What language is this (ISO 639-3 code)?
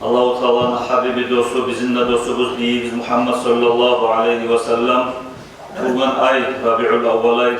kum